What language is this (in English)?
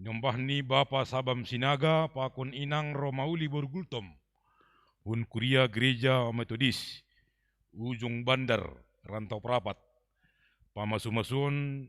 Batak Simalungun